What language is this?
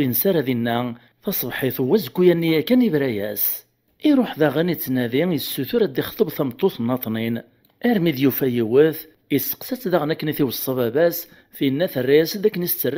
Kabyle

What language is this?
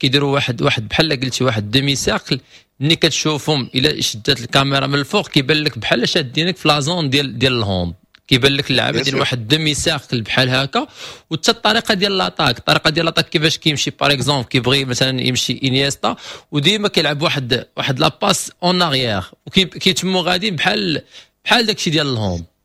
Moroccan Arabic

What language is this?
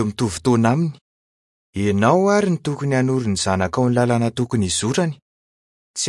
Malagasy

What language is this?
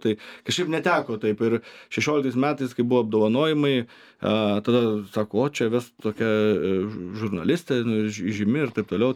Lithuanian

